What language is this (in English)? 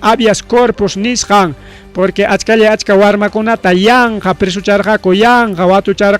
Ayacucho Quechua